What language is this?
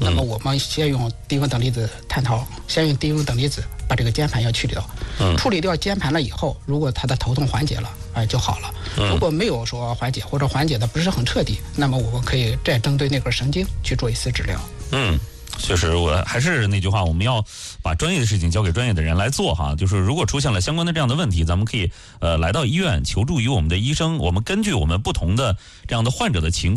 Chinese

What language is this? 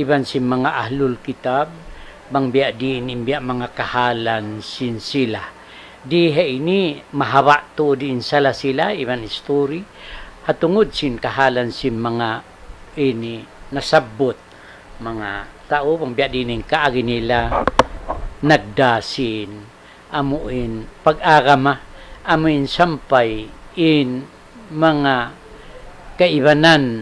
Tausug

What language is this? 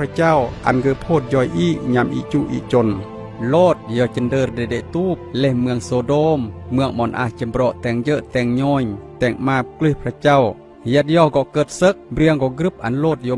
Khmu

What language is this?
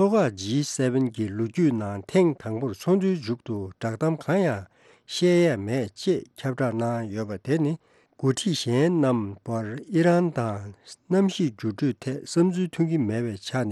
Tibetan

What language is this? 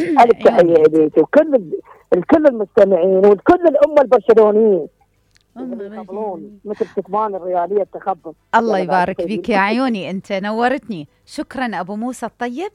Mesopotamian Arabic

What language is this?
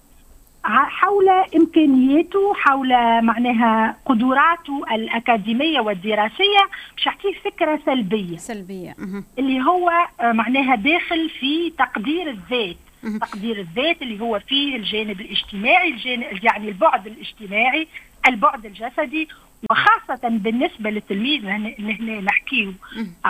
Tunisian Arabic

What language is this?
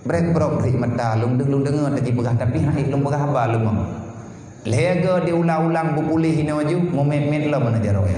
Achinese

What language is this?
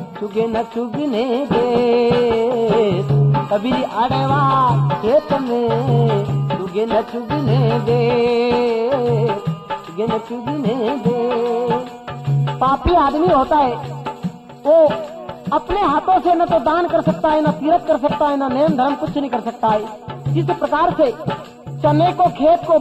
Hindi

